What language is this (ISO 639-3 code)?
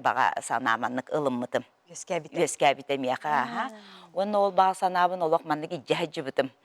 sah